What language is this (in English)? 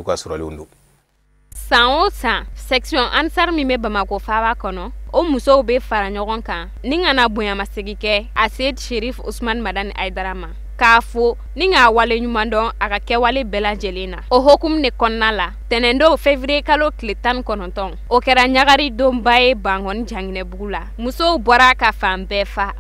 Bambara